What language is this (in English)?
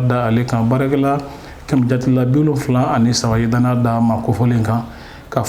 Bambara